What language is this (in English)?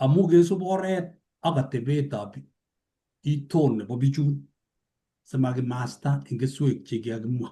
Kalenjin